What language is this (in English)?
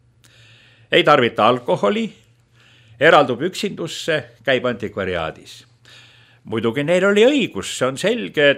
Estonian